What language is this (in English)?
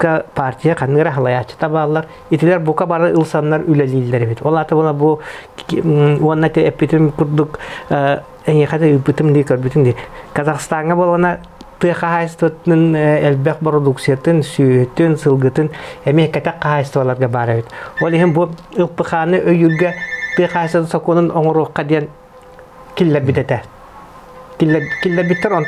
Yakut